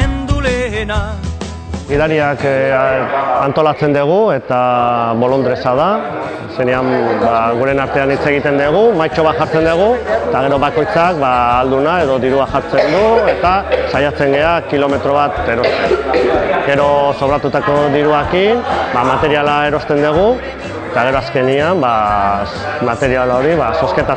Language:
Basque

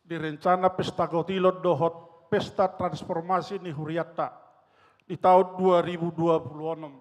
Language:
Batak Toba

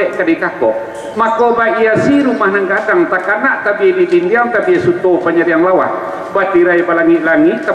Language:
Minangkabau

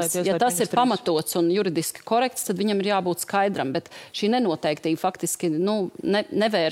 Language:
Latvian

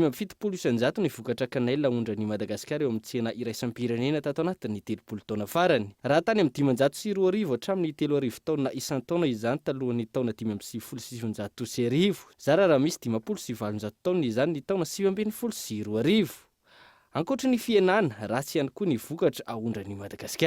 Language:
Malagasy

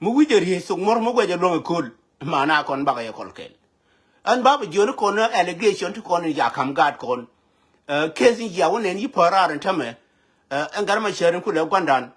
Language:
Nuer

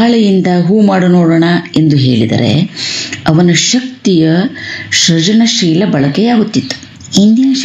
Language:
Kannada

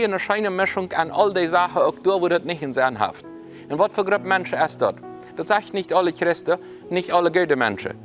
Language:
Plautdietsch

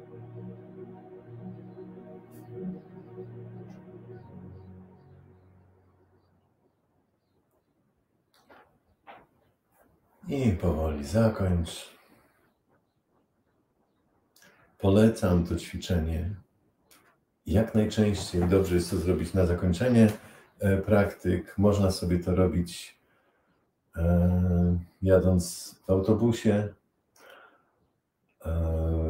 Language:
Polish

